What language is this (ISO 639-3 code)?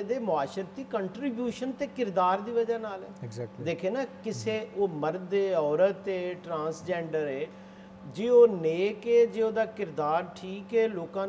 pan